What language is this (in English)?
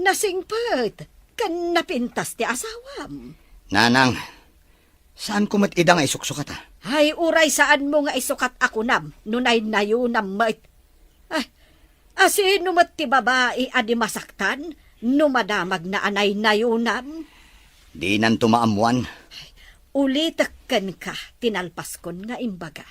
Iloko